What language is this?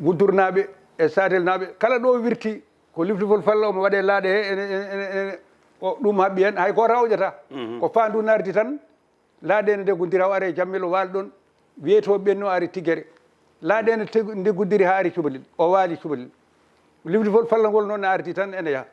Fula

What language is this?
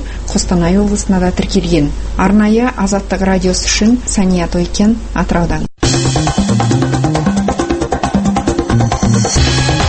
Kazakh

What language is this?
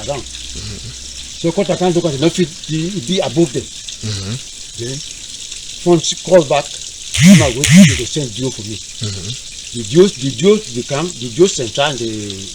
Cameroon Pidgin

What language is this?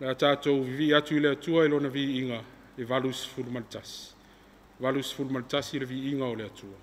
Samoan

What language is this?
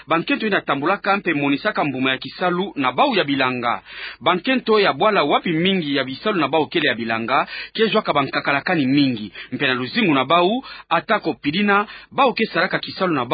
Kituba (Democratic Republic of Congo)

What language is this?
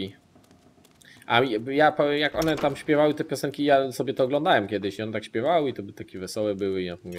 Polish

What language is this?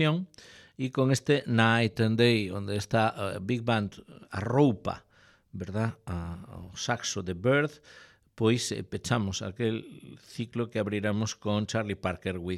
Galician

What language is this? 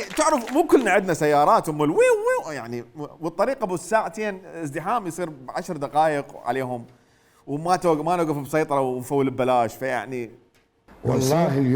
Mesopotamian Arabic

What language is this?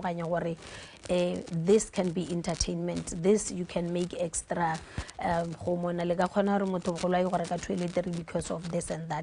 Tswana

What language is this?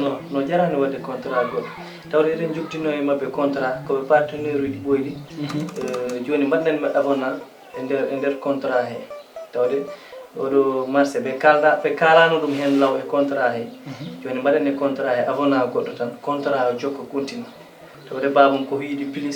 Fula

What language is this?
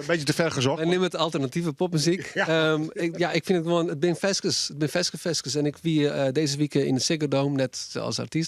Western Frisian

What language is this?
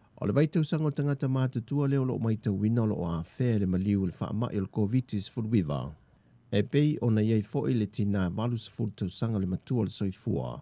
Samoan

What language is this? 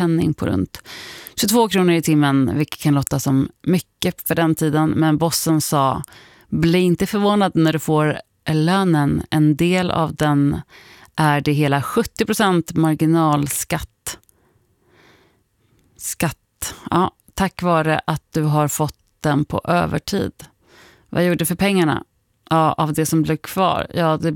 Swedish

